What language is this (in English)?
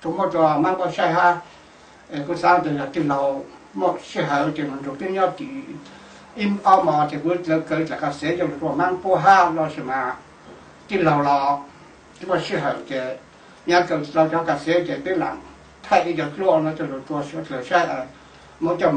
Hmong